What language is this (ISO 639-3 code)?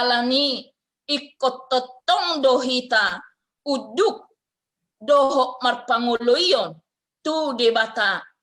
bbc